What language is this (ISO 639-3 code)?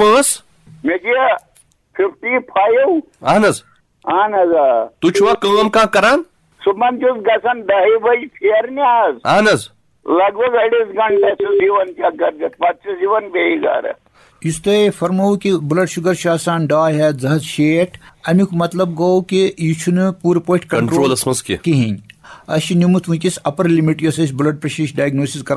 kas